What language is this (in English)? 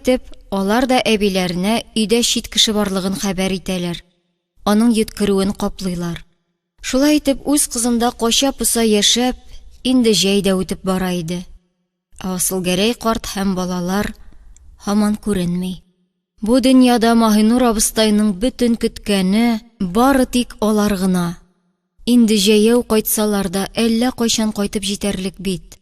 Tatar